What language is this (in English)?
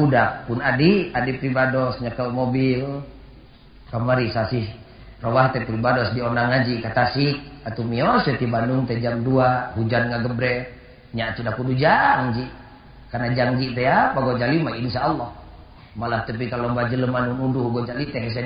Sundanese